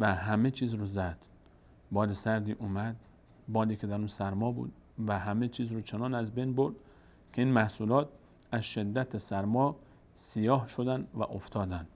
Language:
Persian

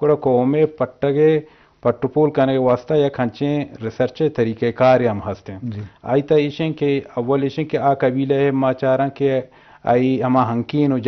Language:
Eastern Balochi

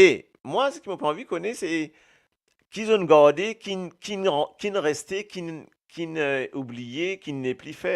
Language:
Morisyen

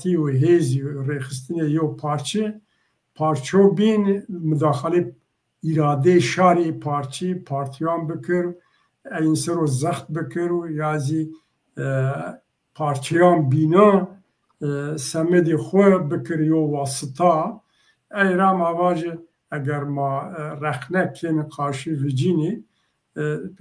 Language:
Zaza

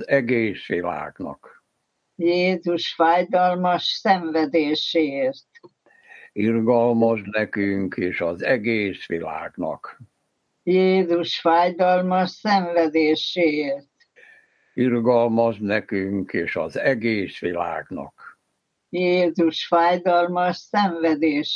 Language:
Hungarian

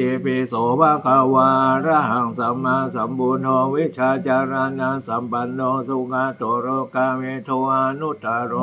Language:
Pali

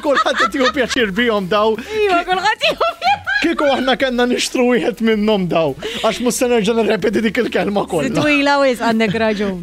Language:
Maltese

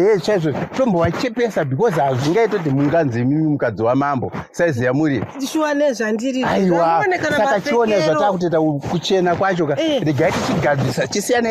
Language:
Shona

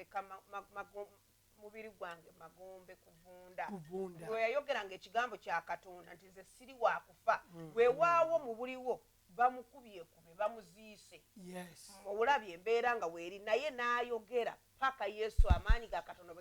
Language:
Ganda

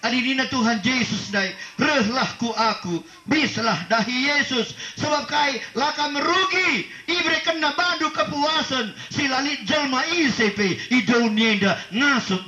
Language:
Batak Karo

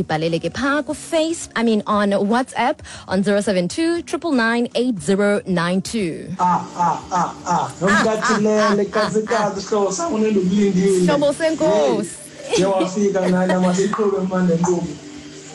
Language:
Xhosa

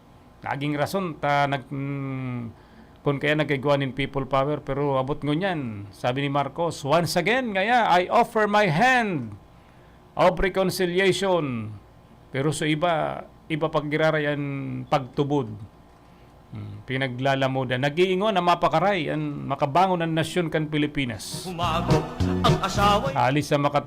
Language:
Bikol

